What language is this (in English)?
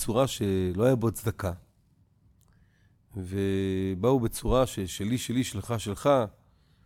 Hebrew